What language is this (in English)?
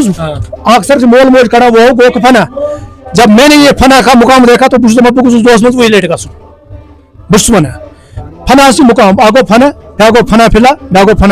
Kashmiri